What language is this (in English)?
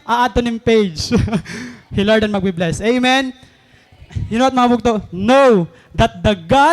Waray